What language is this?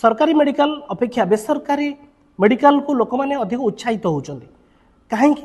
Odia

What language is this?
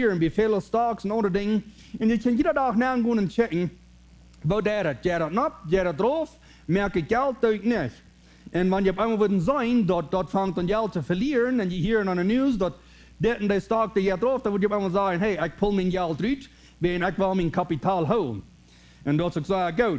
Plautdietsch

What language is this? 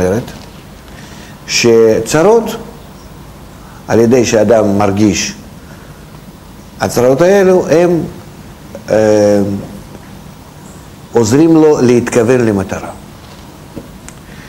Hebrew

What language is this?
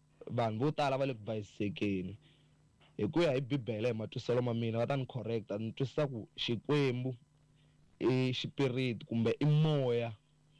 Tsonga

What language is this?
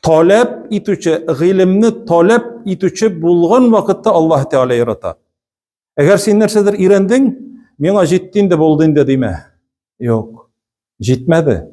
Tatar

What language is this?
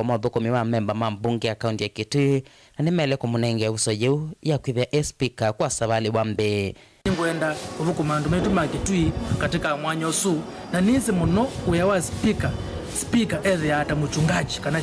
Kamba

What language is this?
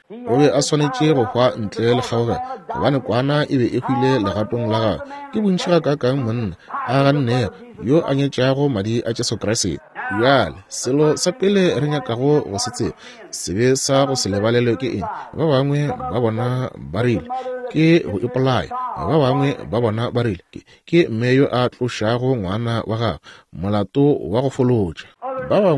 Northern Sotho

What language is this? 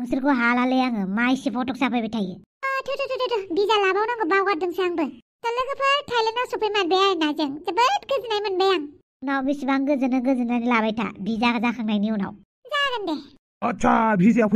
Bodo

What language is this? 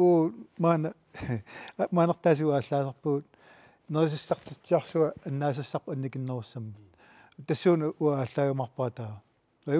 Kalaallisut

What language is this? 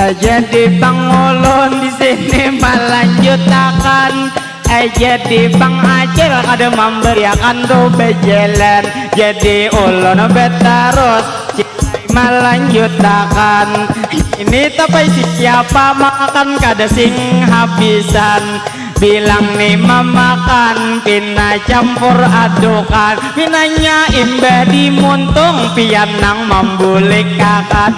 Banjar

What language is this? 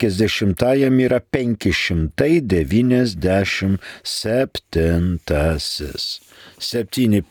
Lithuanian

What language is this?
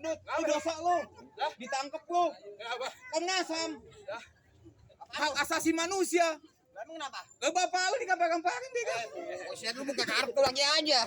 Betawi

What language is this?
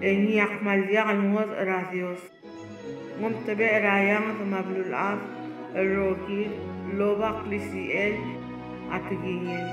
Palauan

